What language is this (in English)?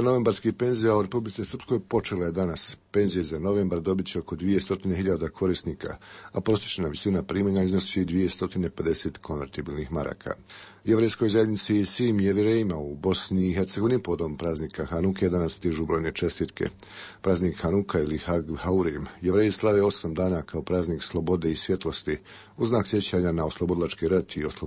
Bosnian